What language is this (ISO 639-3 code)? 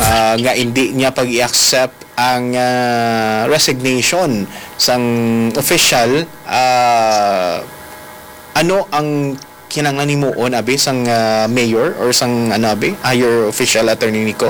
hil